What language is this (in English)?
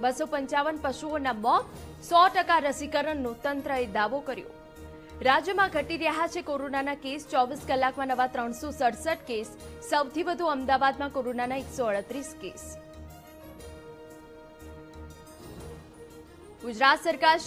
Gujarati